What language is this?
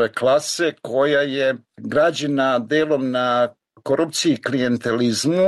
Serbian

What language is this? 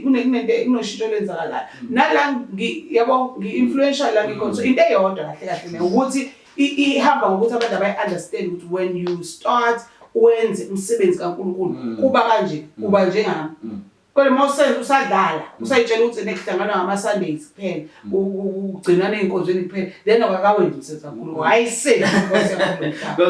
Zulu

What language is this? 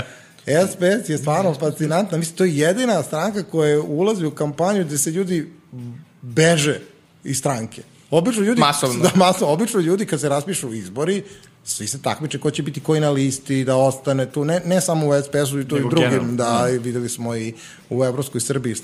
Serbian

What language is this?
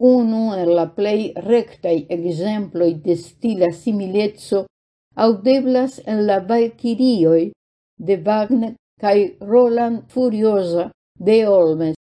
Esperanto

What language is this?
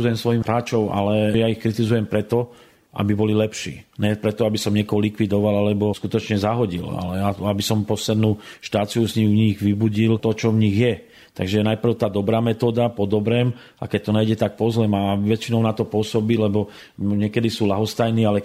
Slovak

